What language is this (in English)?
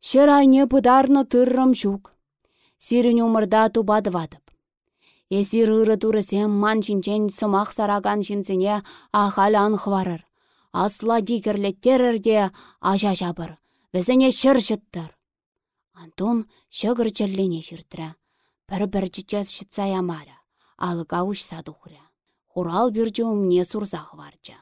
Chuvash